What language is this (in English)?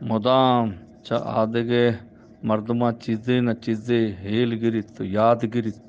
Eastern Balochi